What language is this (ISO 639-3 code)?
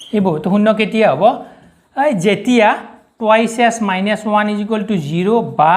asm